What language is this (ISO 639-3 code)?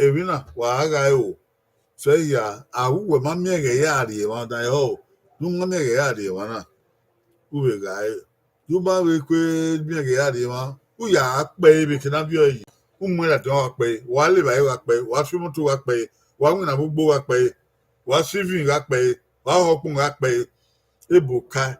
bin